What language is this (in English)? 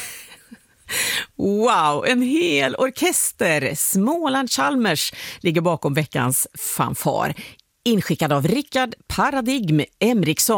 Swedish